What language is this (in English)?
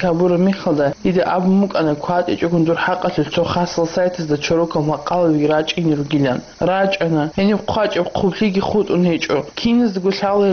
Avaric